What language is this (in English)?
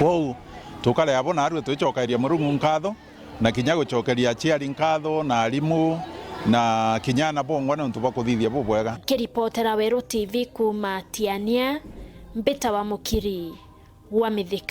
Meru